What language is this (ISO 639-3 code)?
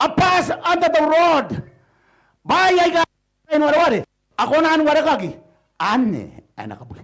gil